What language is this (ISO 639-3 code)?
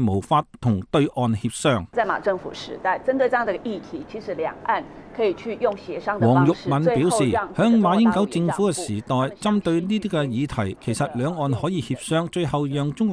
yue